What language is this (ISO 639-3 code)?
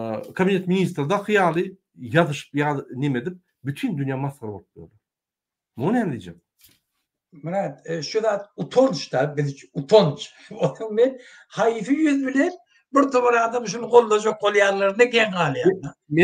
tuk